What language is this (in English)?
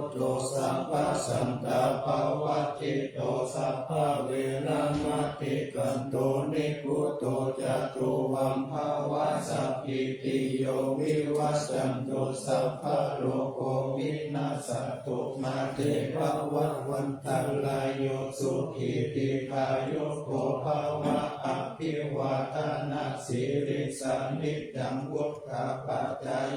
Pali